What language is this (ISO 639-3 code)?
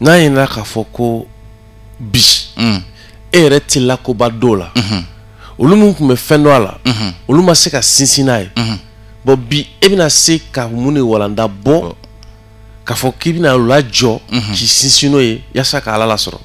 bam